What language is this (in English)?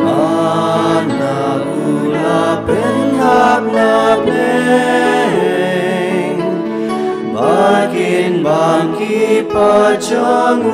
Khasi